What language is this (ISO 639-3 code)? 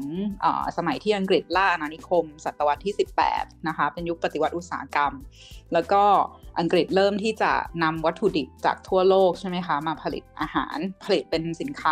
tha